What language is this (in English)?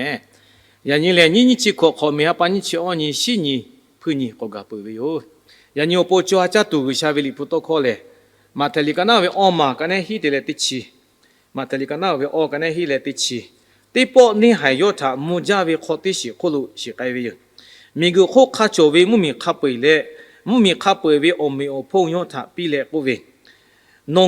Lahu